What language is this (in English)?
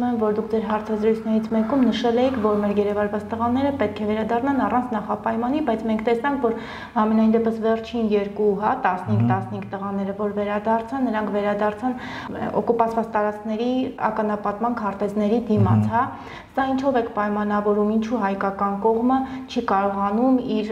Armenian